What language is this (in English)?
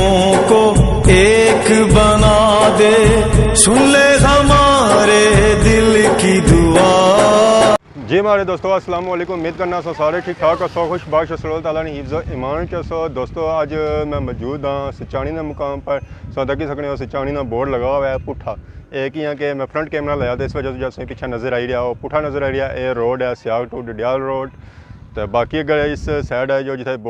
Pahari-Potwari